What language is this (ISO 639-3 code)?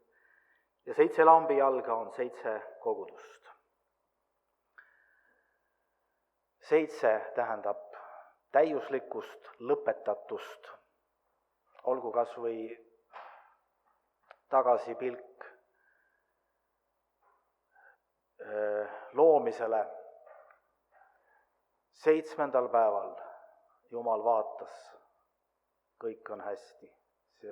est